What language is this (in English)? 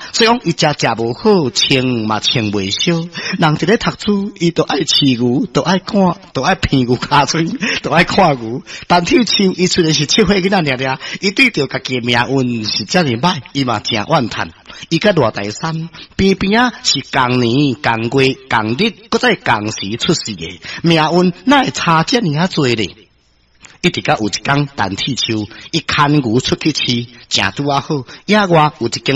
Min Nan Chinese